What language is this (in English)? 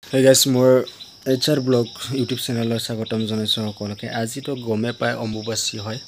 Assamese